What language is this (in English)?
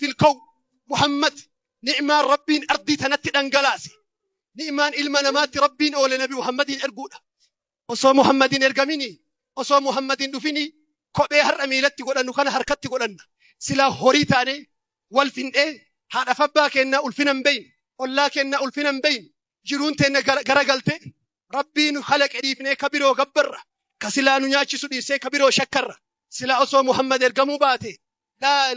Oromo